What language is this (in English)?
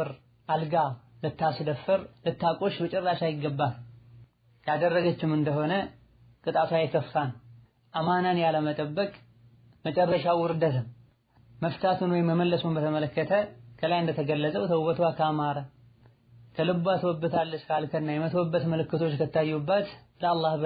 Amharic